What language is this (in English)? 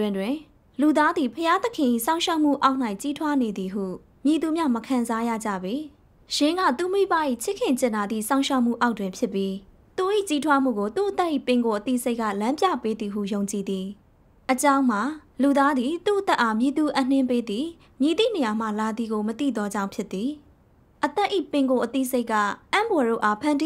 Burmese